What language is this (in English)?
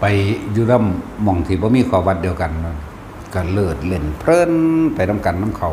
Northeastern Thai